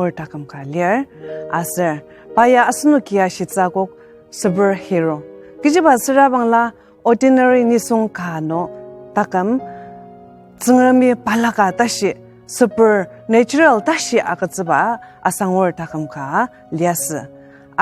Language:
Ao Naga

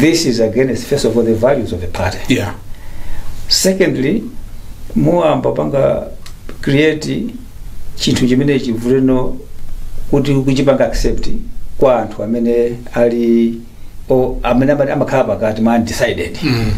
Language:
Nyanja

